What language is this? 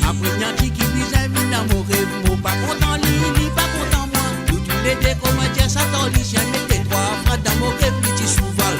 Morisyen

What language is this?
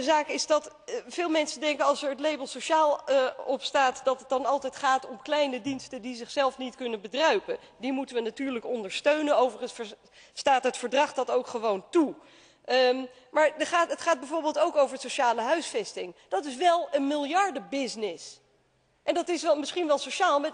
Dutch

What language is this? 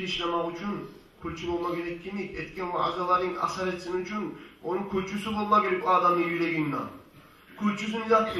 Kumyk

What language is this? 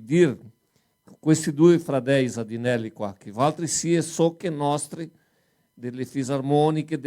Venetian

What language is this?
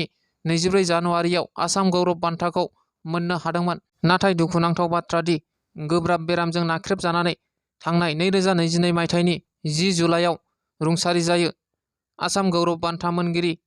Bodo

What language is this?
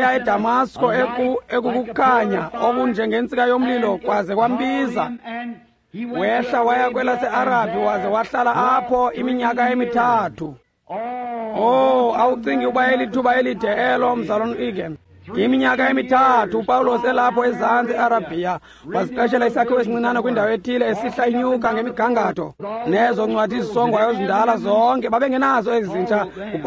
Xhosa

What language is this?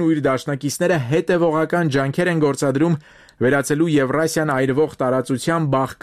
Armenian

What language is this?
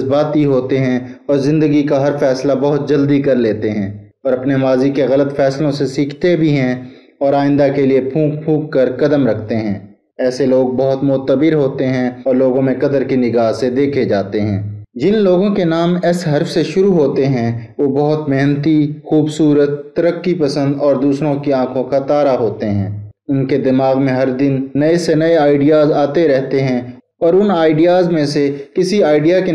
Urdu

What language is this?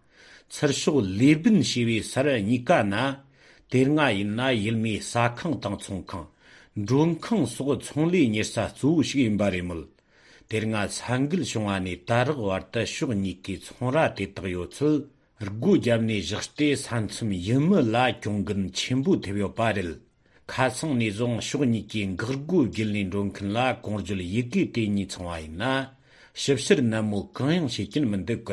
Tibetan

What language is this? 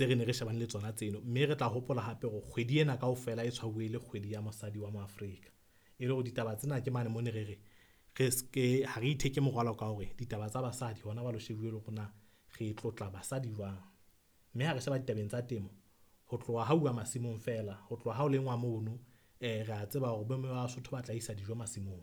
Southern Sotho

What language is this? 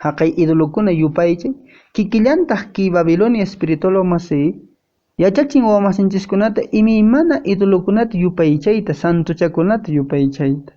Quechua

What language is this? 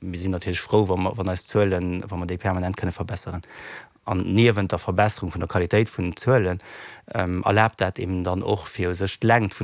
Luxembourgish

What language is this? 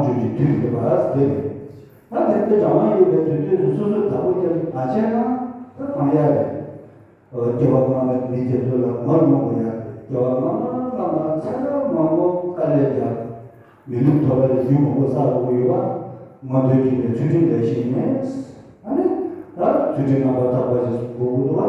Tibetan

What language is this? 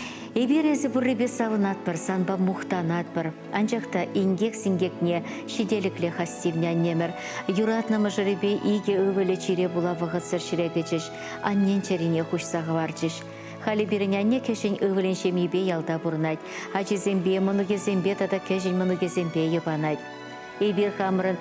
Chuvash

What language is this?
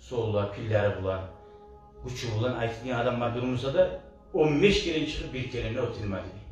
Kumyk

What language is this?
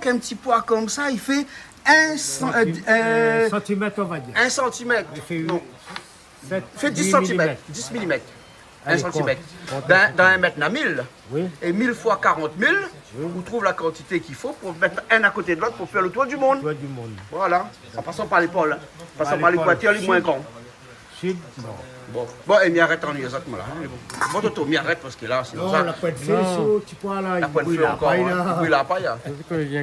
Réunion Creole French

